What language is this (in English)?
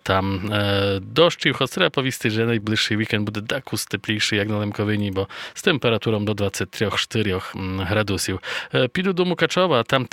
Rusyn